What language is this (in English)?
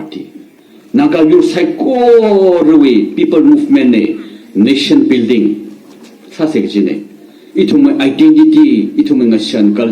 Tangkhul Naga (India)